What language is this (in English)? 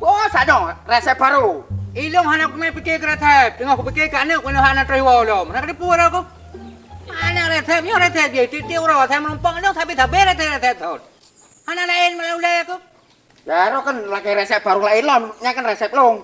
Achinese